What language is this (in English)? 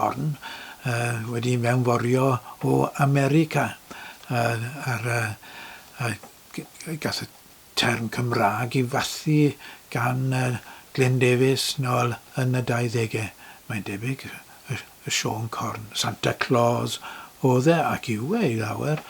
Welsh